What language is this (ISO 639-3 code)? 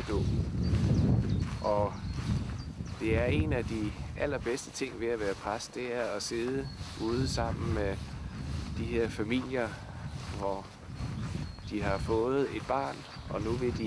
dan